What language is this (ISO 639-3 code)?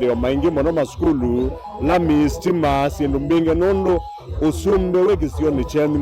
kam